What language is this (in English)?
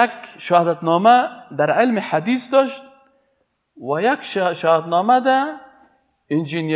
Persian